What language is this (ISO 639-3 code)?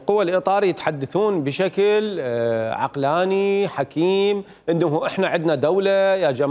acm